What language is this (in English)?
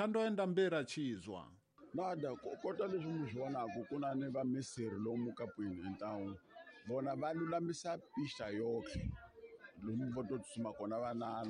Tsonga